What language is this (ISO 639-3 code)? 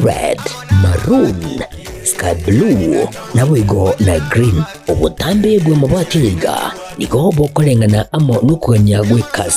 guz